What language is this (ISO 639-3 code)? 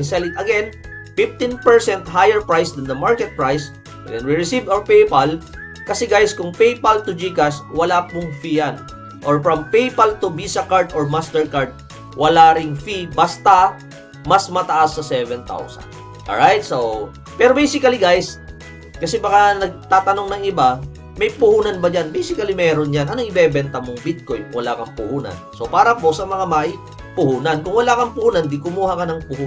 fil